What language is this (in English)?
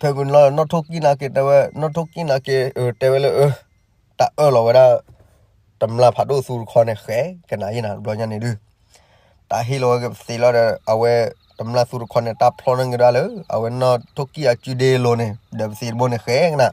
S'gaw Karen